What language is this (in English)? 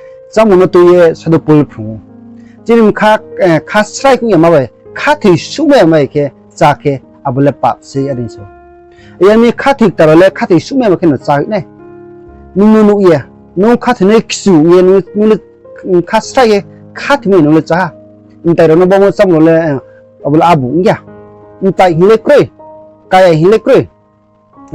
Riang (India)